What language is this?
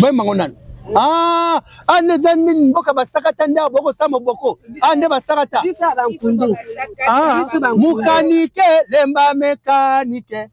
Lingala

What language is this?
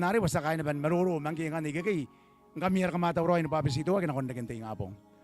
Gilbertese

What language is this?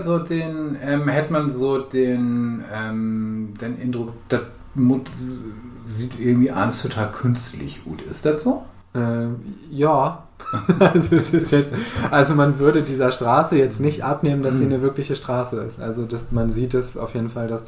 Low German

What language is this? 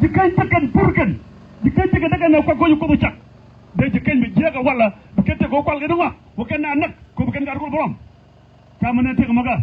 Nuer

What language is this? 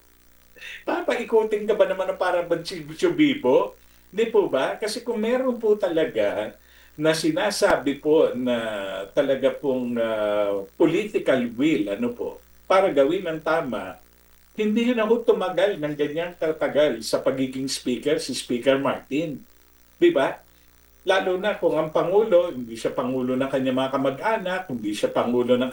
Filipino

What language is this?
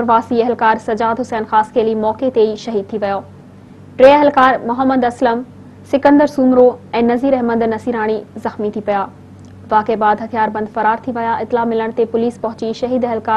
Sindhi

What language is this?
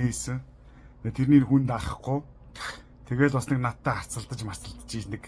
Mongolian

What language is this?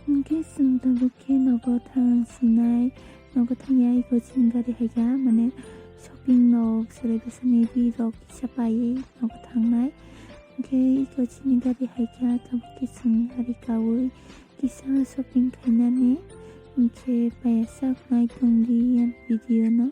Kok Borok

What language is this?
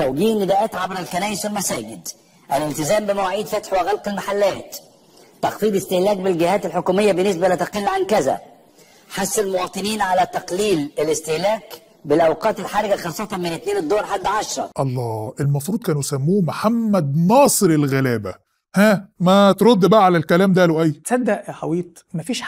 Egyptian Arabic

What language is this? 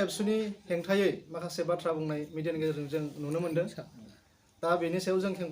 Bodo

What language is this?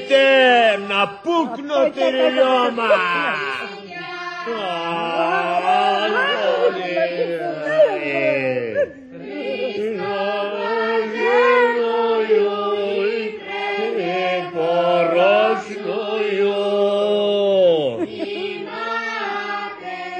Bulgarian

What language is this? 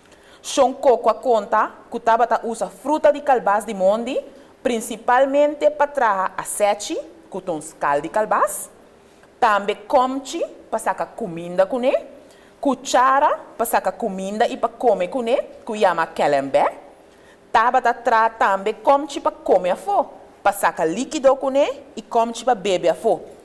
Papiamento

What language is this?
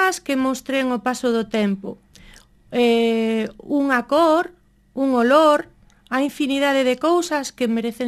Galician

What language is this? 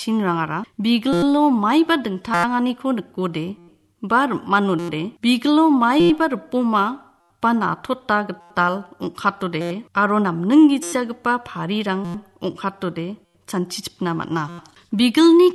Garo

